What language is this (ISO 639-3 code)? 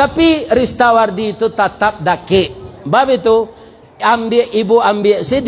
min